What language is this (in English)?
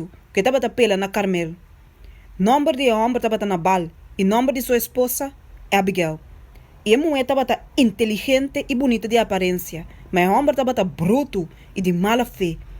Papiamento